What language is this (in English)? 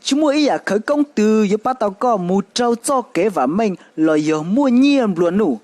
Hmong